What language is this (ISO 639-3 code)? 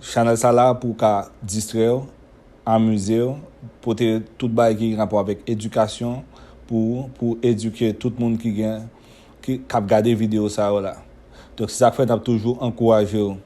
hat